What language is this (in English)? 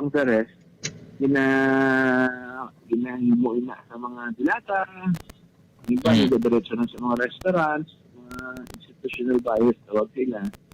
Hiligaynon